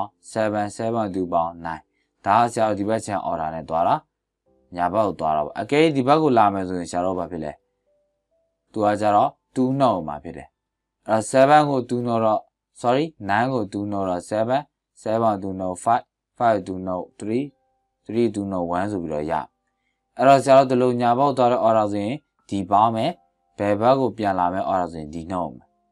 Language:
Burmese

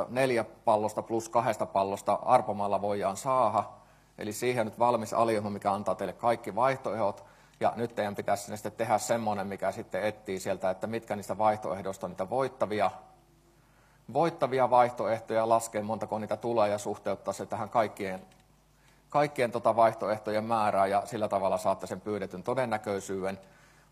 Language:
Finnish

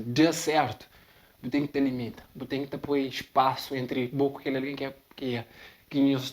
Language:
Kabuverdianu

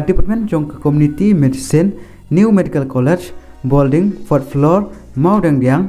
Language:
Khasi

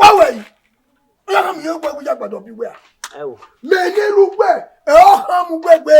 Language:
Bini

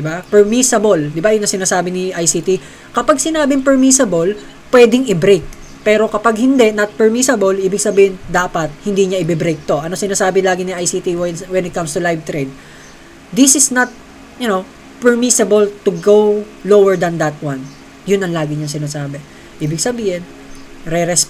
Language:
Filipino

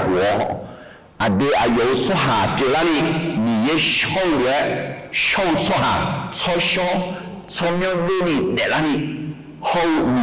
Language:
Akha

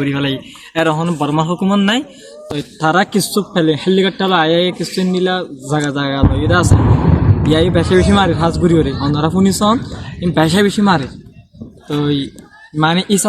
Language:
Rohingya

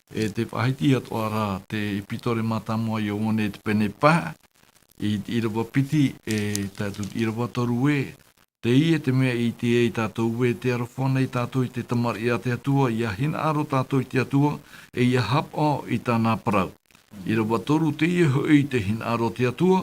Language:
Tahitian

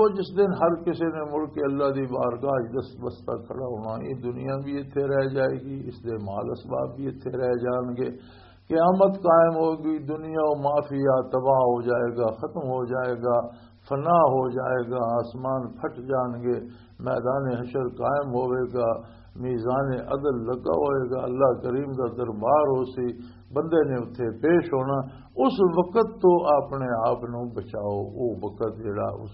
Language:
Western Panjabi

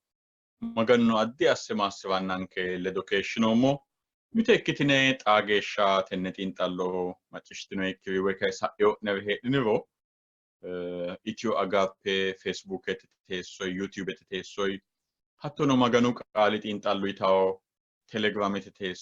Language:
Sidamo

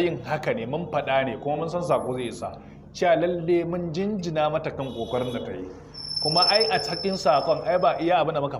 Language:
Hausa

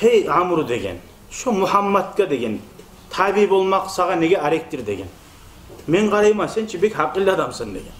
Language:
Kumyk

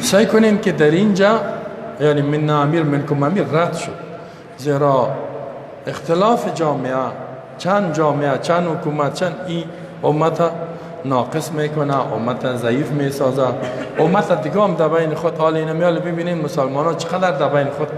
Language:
Persian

